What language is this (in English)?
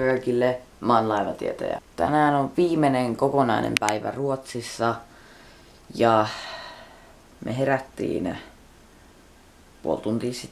Finnish